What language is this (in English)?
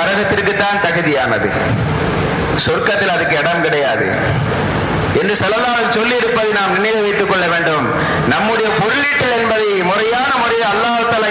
Tamil